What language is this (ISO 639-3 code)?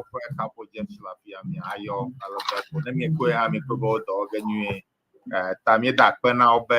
ewe